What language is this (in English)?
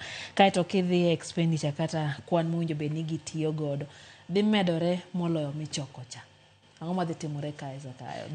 Luo (Kenya and Tanzania)